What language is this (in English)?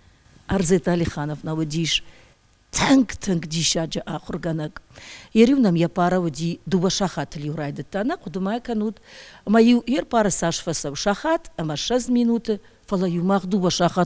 Ossetic